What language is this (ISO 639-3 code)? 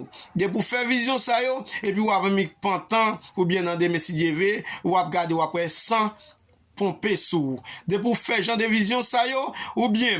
hat